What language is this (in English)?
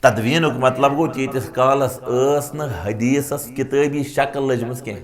Kashmiri